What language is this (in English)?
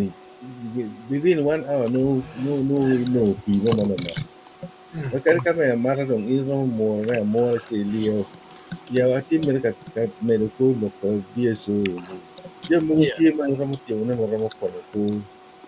Acoli